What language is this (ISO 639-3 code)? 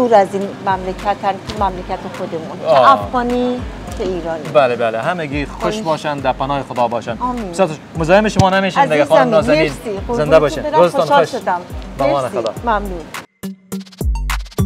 fas